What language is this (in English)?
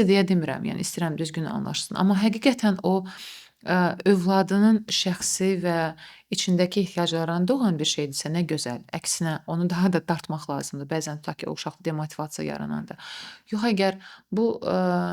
Azerbaijani